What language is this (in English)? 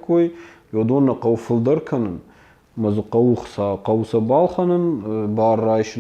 Ossetic